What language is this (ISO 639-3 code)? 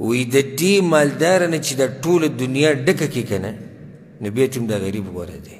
pus